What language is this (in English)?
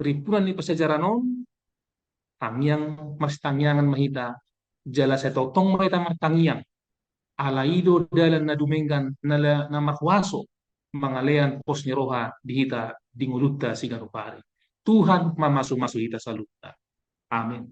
Batak Toba